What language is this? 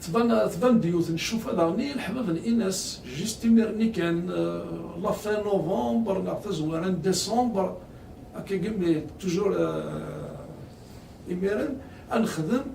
Kabyle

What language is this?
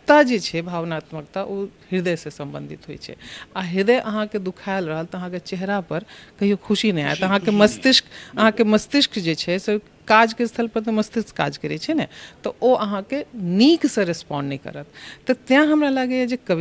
Maithili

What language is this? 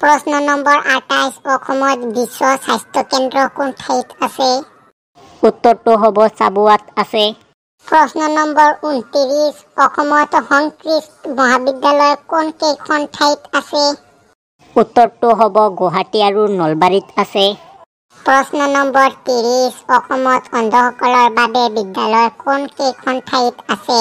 Assamese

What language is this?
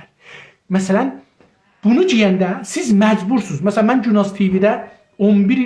South Azerbaijani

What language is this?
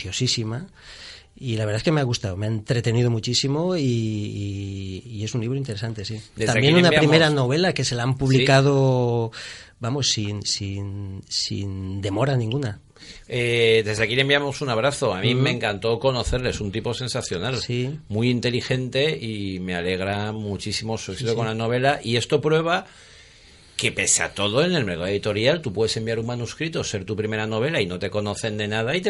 Spanish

